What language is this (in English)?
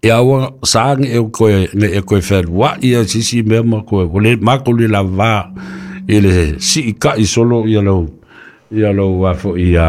Samoan